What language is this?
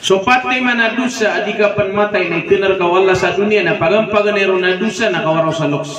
Maranao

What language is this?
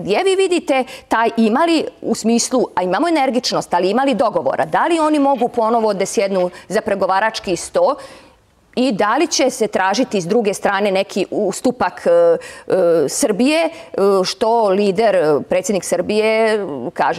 Serbian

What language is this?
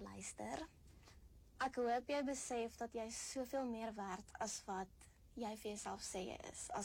Afrikaans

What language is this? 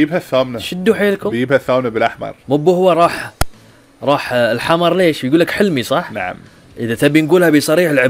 Gulf Arabic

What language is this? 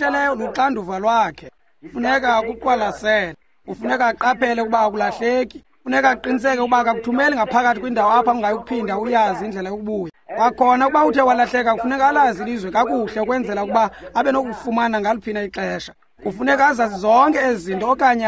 Xhosa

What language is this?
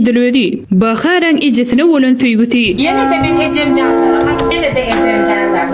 Turkmen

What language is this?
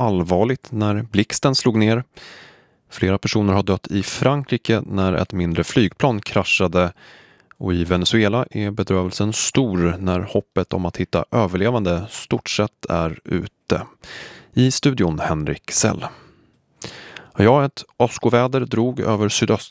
Swedish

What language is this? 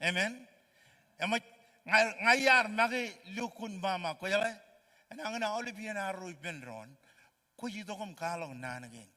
Marshallese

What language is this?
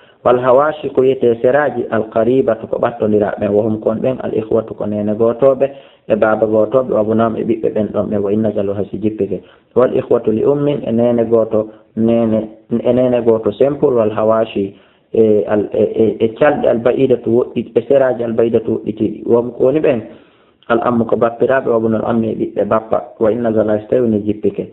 Fula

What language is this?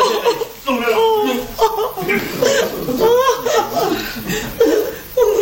Romanian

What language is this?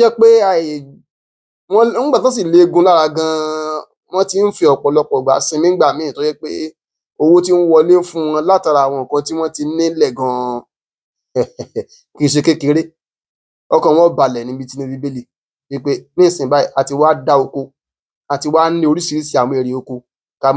Yoruba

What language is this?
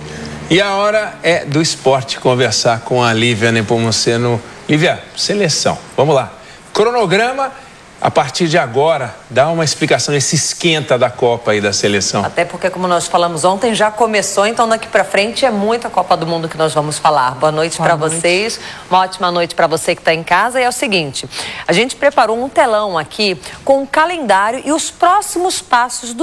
Portuguese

